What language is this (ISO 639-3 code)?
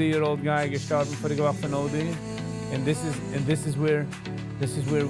yid